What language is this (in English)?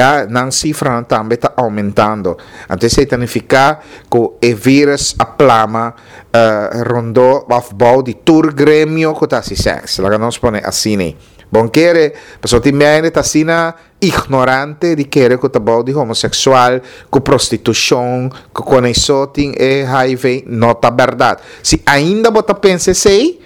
Papiamento